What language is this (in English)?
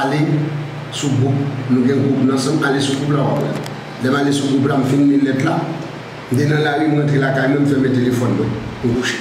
Haitian Creole